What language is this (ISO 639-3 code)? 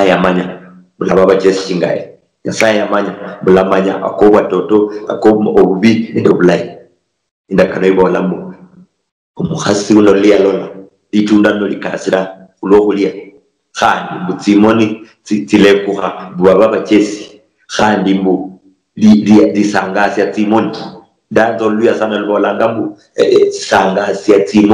luy